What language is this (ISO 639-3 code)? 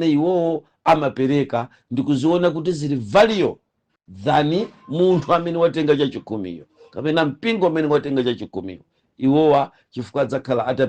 nya